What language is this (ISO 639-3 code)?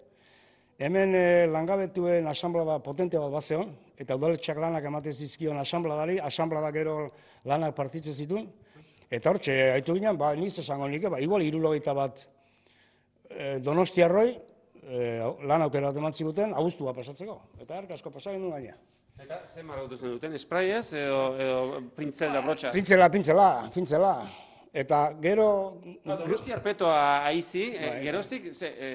eus